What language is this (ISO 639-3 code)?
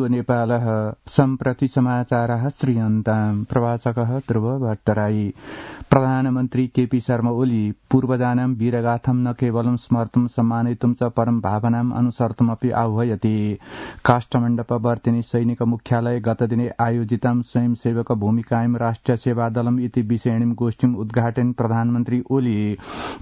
san